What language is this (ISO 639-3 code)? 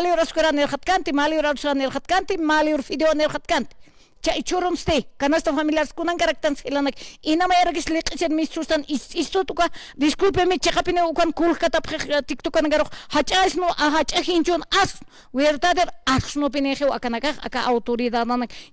aym